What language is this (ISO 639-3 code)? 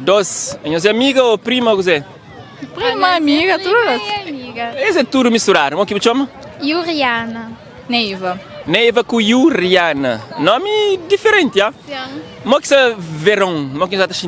kea